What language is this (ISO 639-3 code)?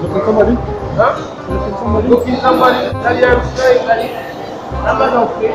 jam